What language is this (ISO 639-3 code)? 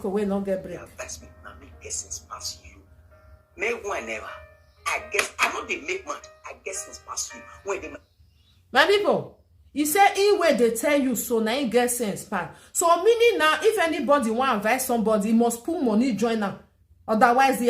pcm